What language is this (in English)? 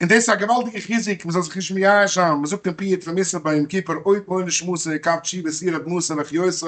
Yiddish